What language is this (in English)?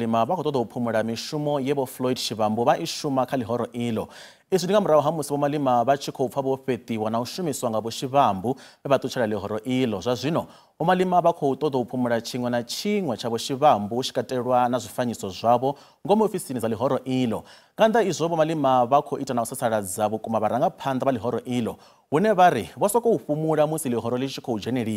Venda